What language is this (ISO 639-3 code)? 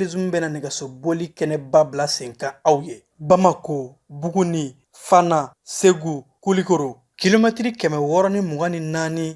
bam